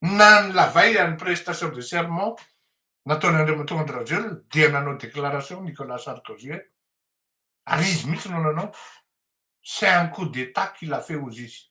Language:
Malagasy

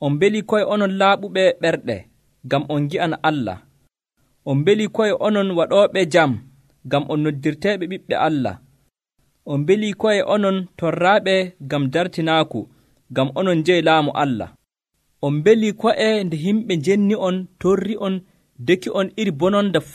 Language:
Nigerian Fulfulde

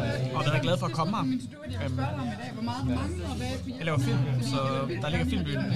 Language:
Danish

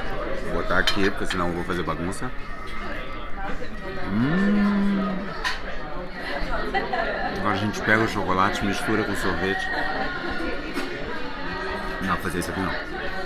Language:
Portuguese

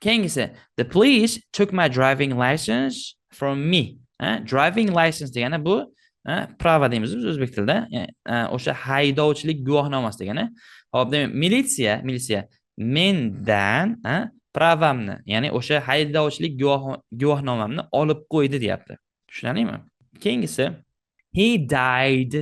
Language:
Uzbek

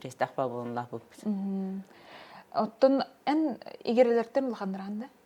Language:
Yakut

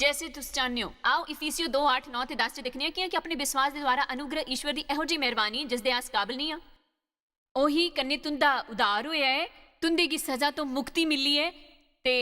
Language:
Dogri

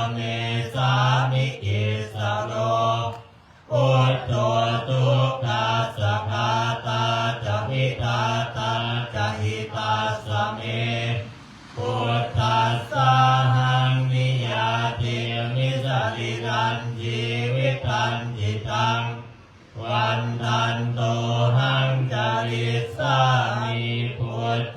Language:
Pali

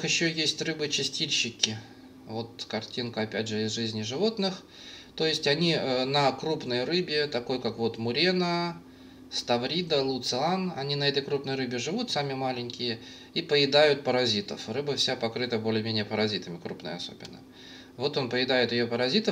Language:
Russian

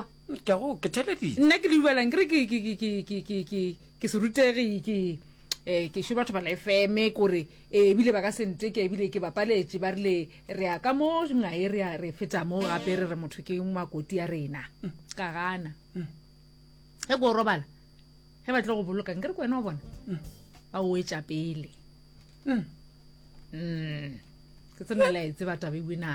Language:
Northern Sotho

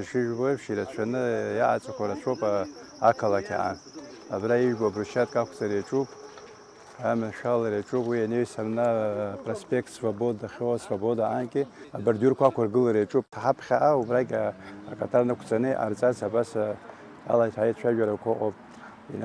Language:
Abkhazian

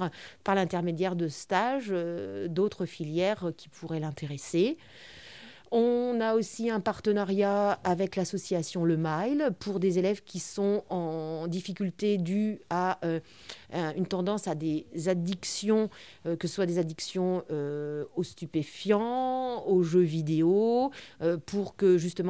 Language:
French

